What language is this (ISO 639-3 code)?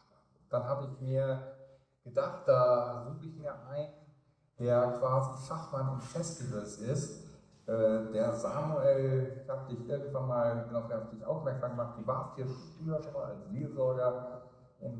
gsw